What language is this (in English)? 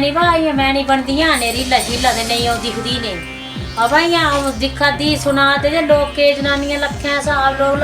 Dogri